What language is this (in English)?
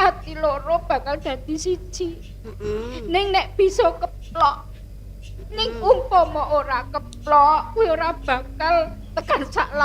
Javanese